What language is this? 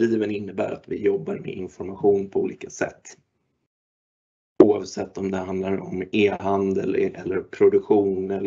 Swedish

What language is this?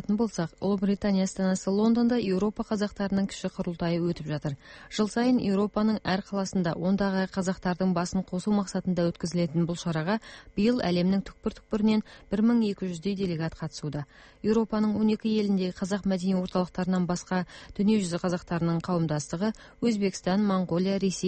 Kazakh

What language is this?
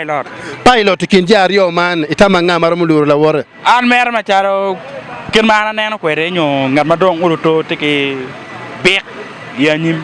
Acoli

